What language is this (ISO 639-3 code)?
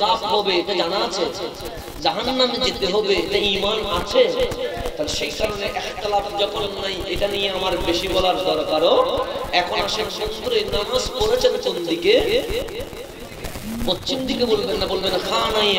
ben